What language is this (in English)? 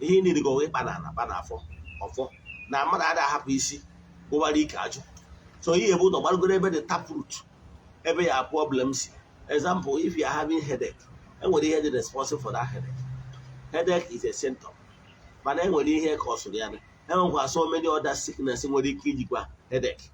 Igbo